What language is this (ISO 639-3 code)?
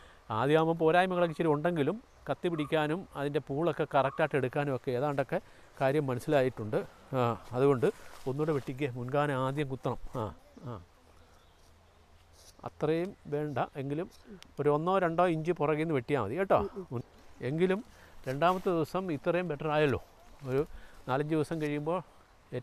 mal